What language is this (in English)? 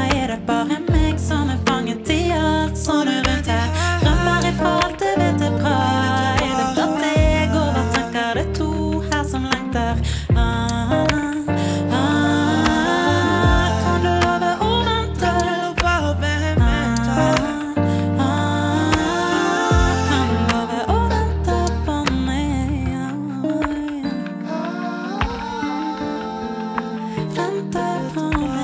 Norwegian